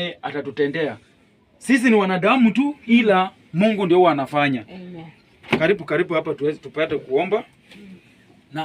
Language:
Swahili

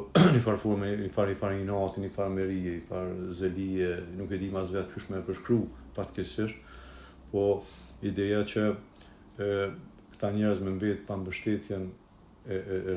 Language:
Albanian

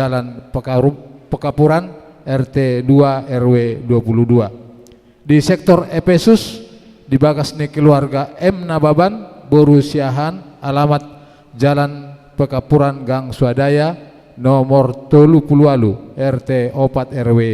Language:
Batak Toba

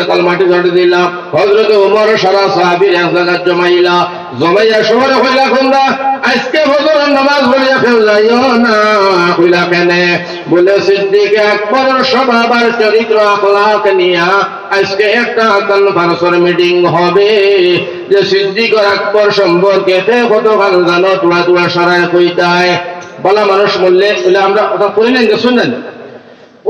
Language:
Sylheti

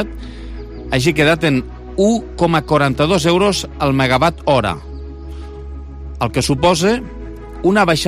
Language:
Catalan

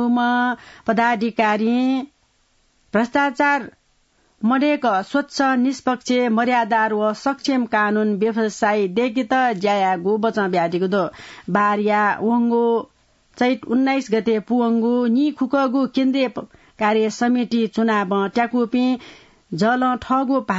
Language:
Newari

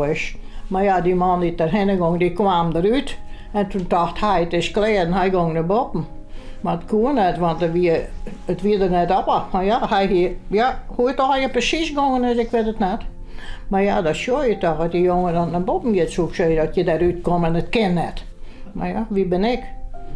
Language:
Western Frisian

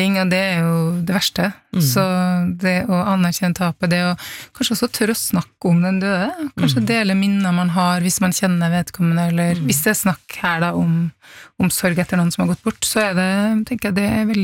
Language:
Norwegian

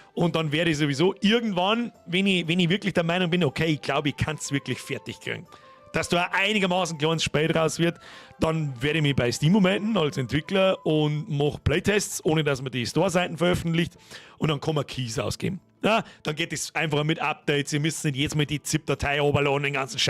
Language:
Bavarian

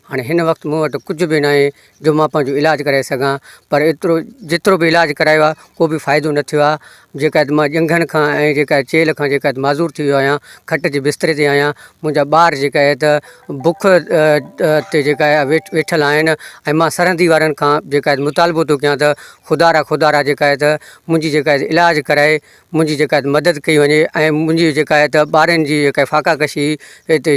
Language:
Sindhi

